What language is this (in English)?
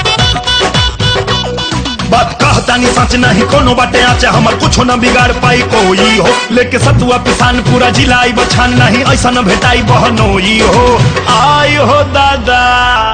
Bhojpuri